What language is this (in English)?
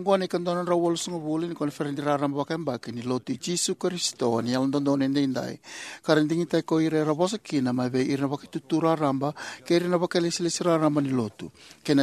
Fijian